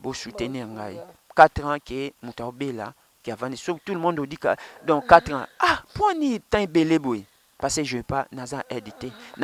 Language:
Lingala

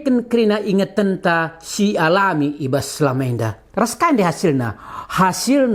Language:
Batak Karo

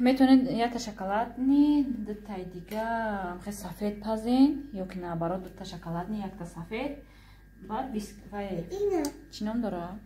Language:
Tajik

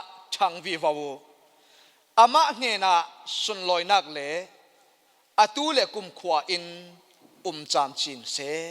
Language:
Falam Chin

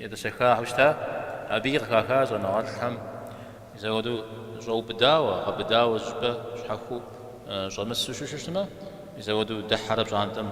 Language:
Kabardian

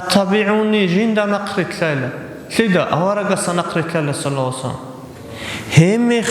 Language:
Avaric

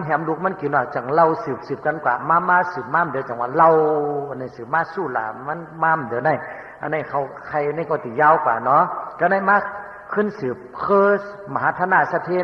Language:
Shan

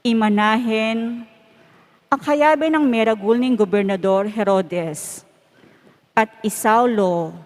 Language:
Pampanga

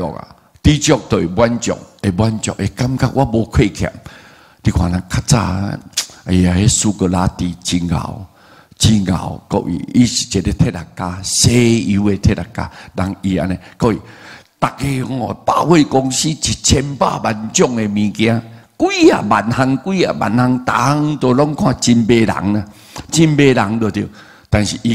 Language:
Min Nan Chinese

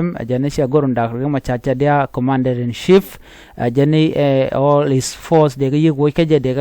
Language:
Nuer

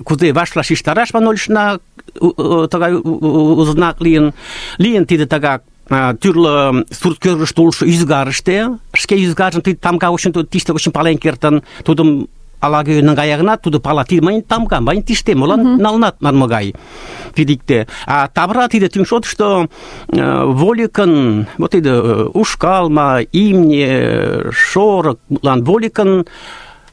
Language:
Mari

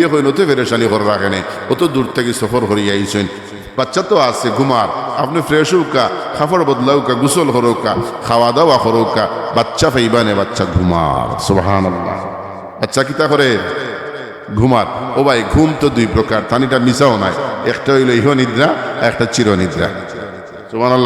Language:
Sylheti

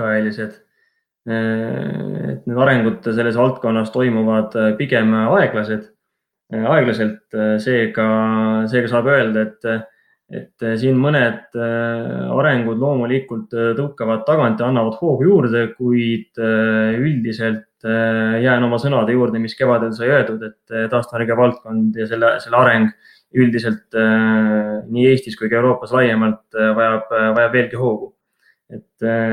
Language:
Estonian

